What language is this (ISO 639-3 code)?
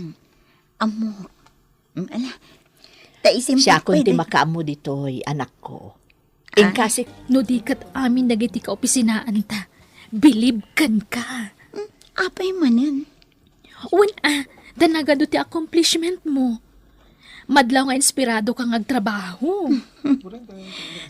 ilo